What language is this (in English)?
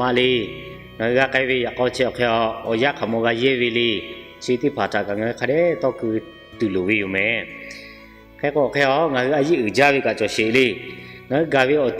Lahu